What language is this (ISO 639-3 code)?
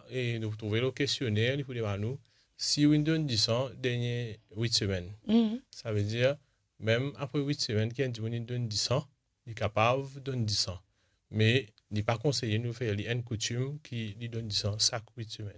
mfe